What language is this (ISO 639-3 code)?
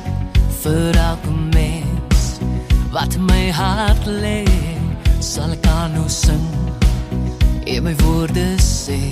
afr